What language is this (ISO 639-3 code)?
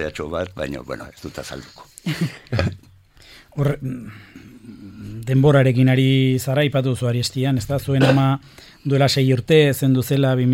eus